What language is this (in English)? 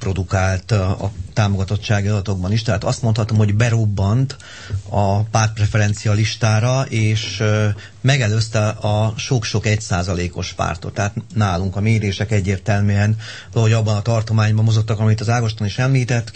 Hungarian